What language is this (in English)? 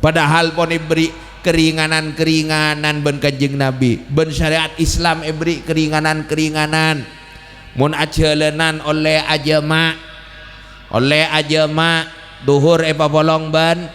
Madurese